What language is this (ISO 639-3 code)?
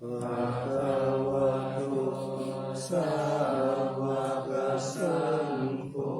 pli